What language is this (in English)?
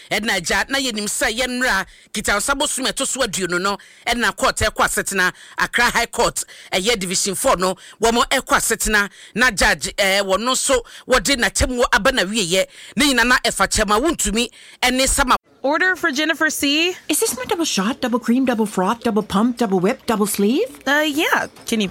Akan